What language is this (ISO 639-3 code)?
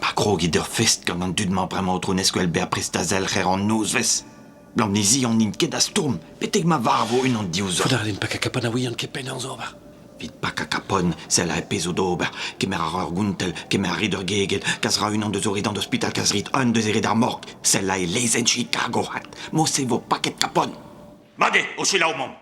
bre